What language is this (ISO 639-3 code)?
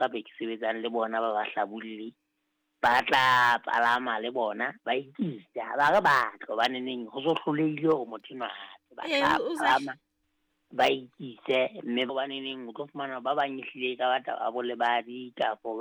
sot